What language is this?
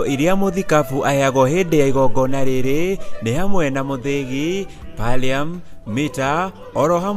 Kikuyu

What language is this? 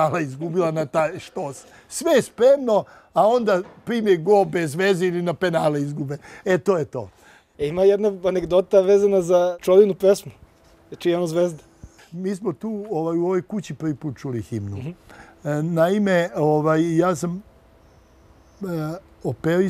Serbian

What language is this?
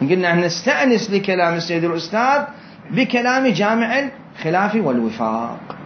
Mesopotamian Arabic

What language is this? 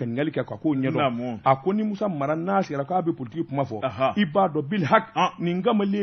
Bambara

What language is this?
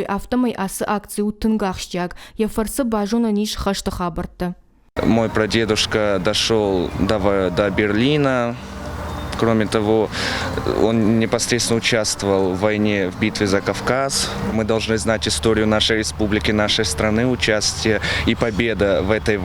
Ossetic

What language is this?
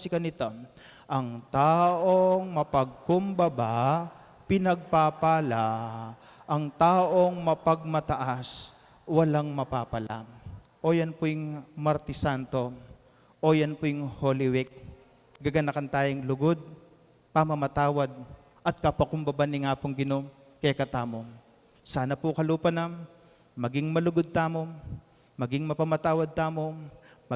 Pampanga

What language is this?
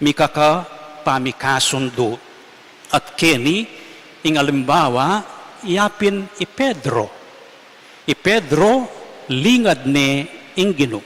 Pampanga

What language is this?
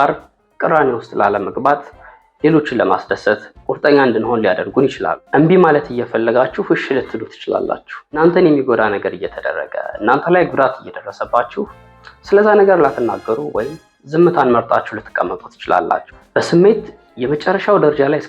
Amharic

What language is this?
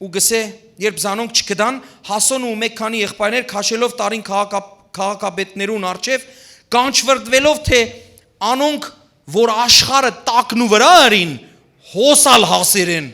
Western Armenian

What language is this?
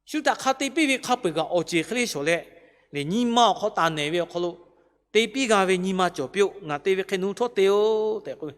Lahu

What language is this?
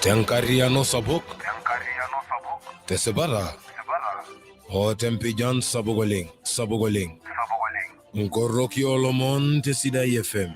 Masai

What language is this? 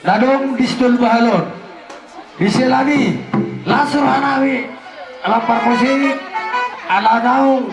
Batak Toba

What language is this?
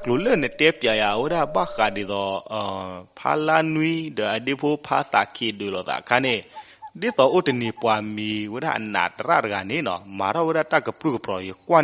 S'gaw Karen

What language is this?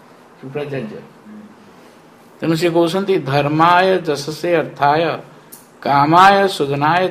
Odia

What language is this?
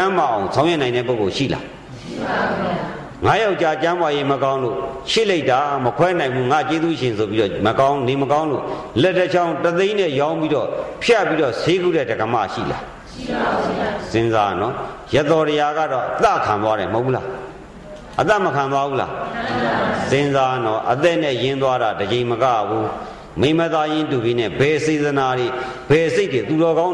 Burmese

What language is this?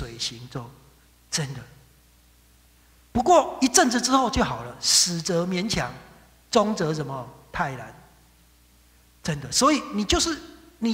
Chinese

